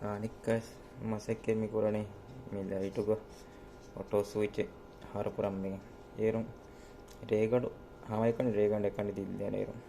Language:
Divehi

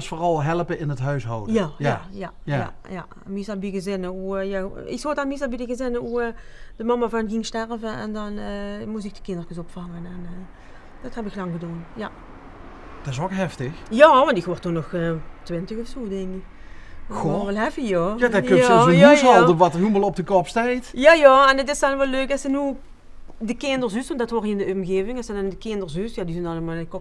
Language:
Limburgish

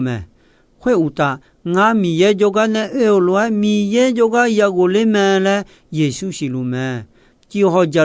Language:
Akha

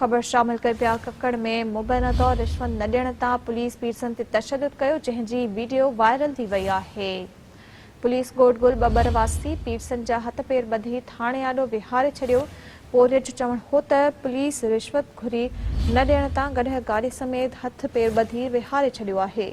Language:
Sindhi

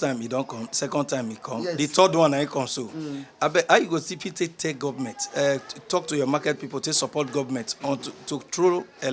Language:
Nigerian Pidgin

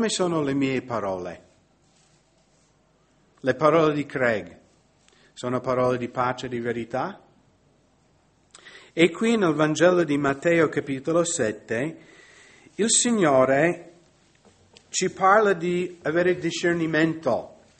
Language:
Italian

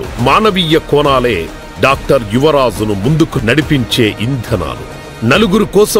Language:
Telugu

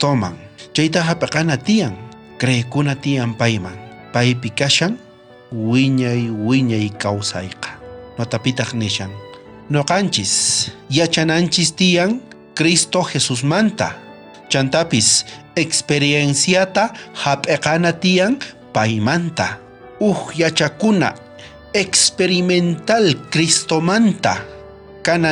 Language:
South Bolivian Quechua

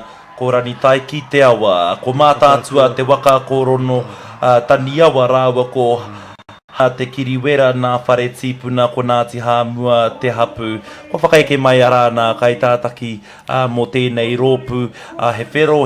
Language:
Māori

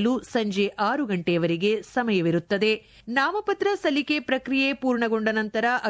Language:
Kannada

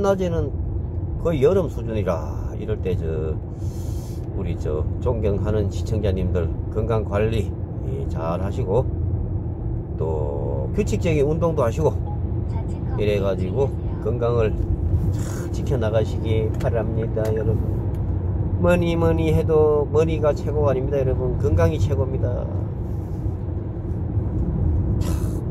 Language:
Korean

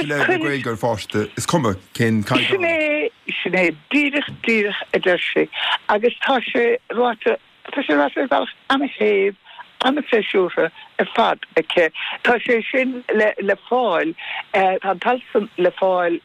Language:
Irish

